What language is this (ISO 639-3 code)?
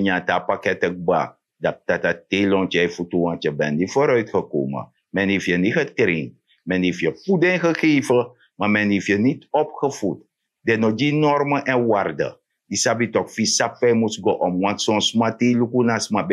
srn